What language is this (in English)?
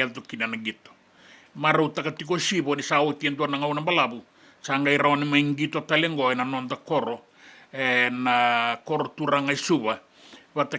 Fijian